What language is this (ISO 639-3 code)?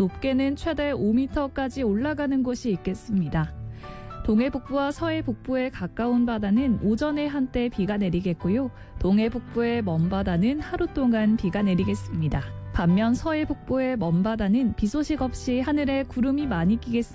kor